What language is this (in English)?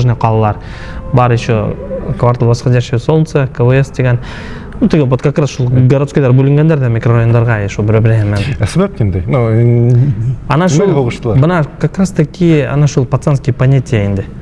Bashkir